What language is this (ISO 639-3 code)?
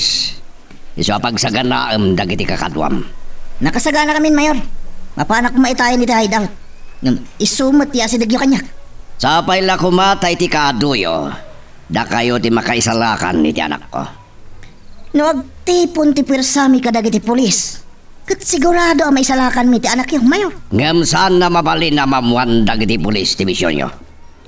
ilo